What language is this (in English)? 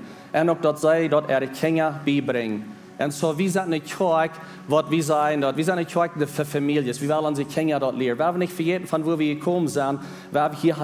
Plautdietsch